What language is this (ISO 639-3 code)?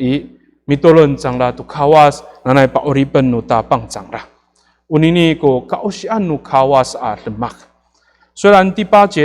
ami